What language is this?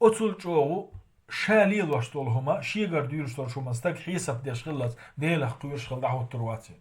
Chechen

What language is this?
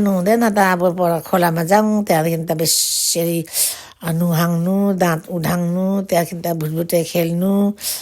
Nepali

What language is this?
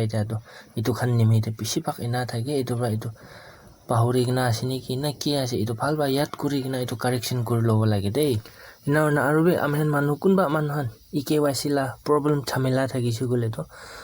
Naga Pidgin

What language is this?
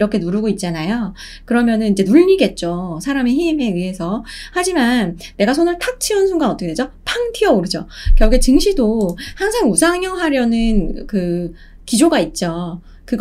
Korean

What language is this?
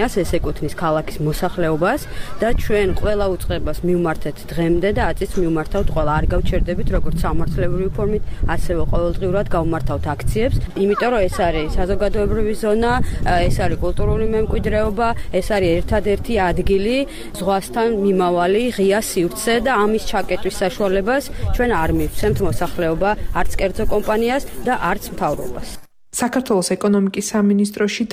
Georgian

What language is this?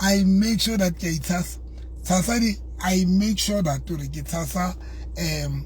Southern Sotho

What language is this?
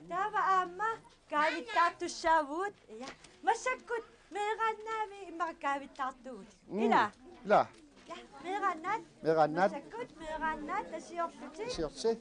Kalaallisut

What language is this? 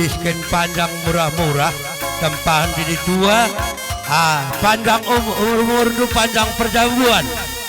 Batak Karo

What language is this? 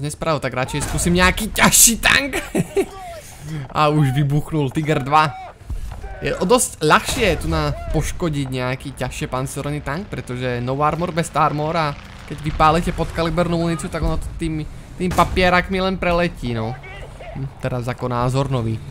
Slovak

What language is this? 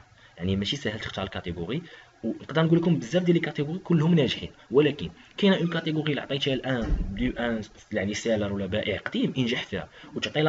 Moroccan Arabic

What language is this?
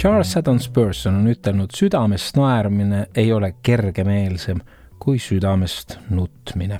Estonian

